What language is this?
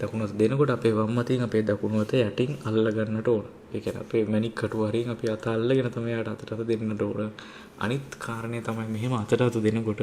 Sinhala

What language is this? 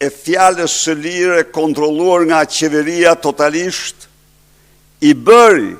Albanian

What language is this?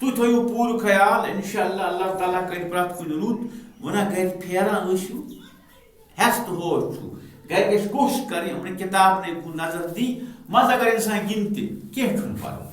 Kashmiri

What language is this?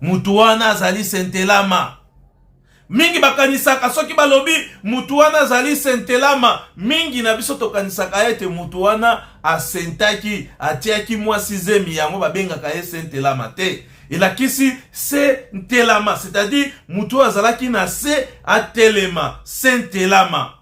Lingala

